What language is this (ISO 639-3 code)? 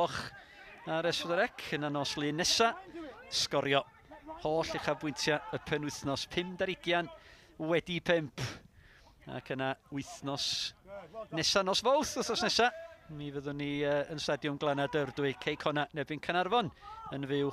cym